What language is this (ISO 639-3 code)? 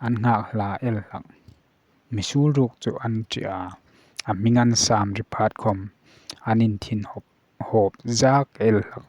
hmr